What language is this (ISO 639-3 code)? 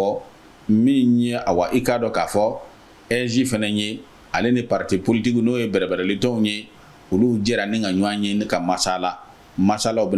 bam